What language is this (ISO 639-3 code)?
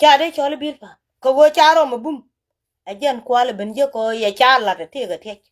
nus